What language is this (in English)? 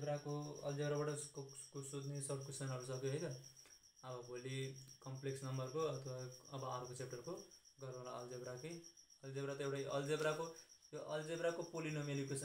Nepali